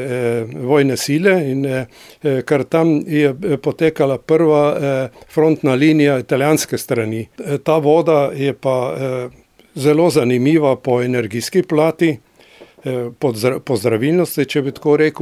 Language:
Slovenian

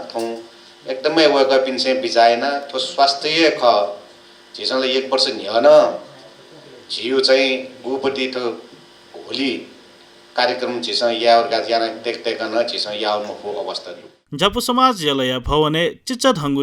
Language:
Newari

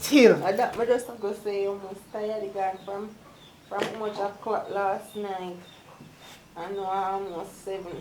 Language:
Jamaican Creole English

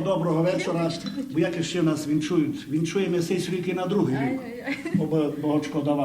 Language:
Rusyn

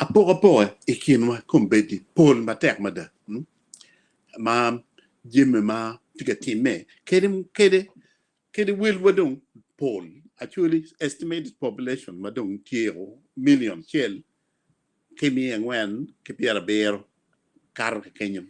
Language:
Acoli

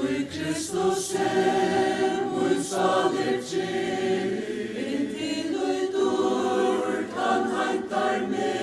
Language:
Faroese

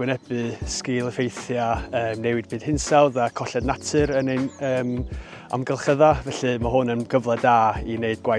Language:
Welsh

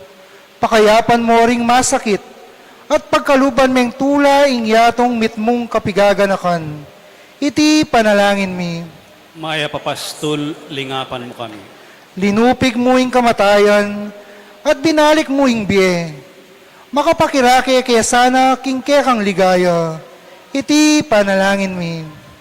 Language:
Pampanga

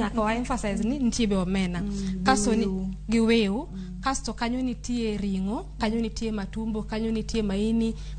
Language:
Luo (Kenya and Tanzania)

